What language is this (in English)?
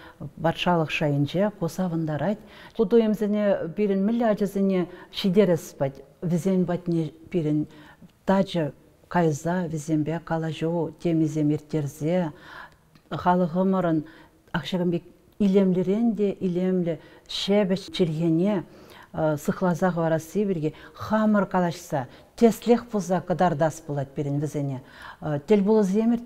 Chuvash